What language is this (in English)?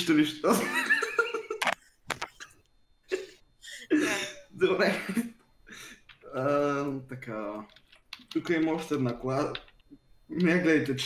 Bulgarian